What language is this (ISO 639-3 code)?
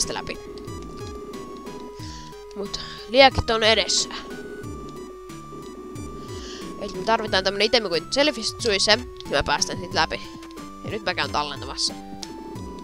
fin